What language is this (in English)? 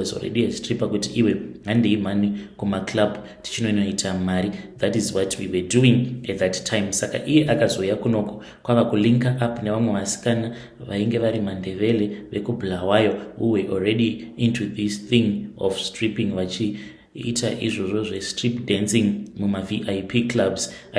Shona